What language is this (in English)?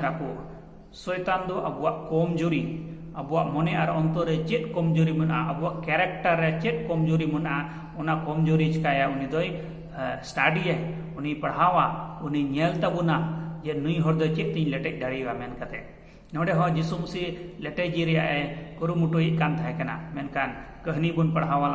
Santali